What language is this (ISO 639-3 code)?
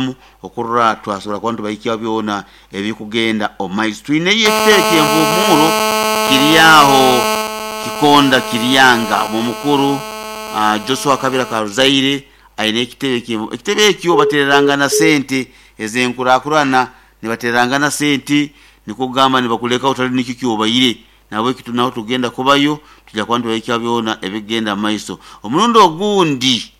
nyo